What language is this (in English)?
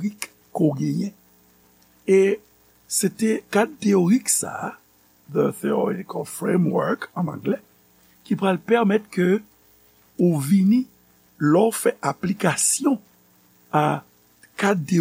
Haitian Creole